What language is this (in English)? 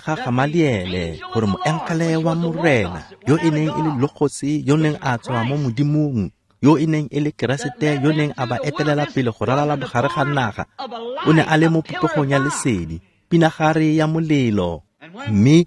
Tswana